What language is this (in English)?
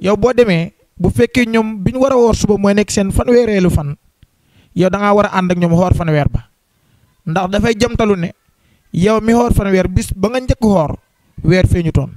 Wolof